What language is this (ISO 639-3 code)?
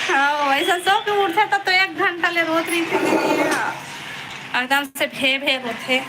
hne